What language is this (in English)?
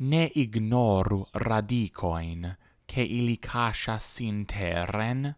Esperanto